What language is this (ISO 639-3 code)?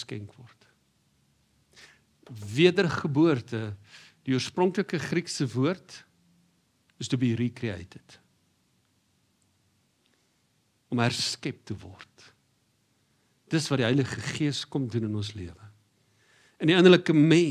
afr